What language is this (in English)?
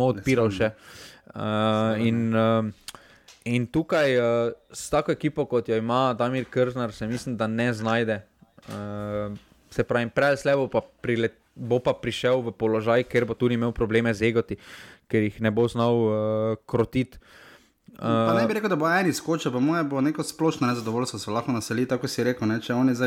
Slovenian